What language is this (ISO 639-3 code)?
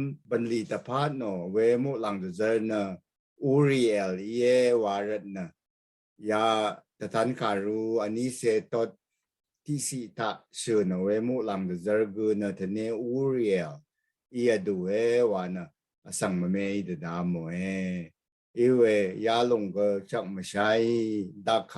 raw